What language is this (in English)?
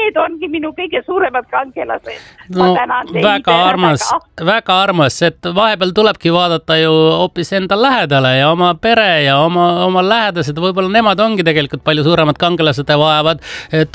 Estonian